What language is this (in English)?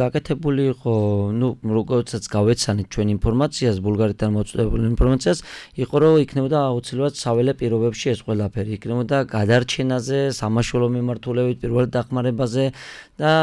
Georgian